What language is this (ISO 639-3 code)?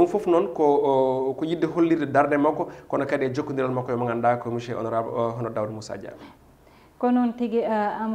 ful